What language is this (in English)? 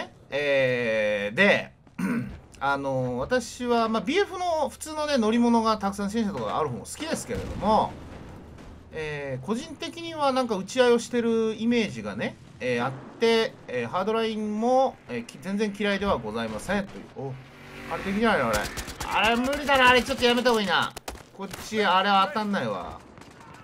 Japanese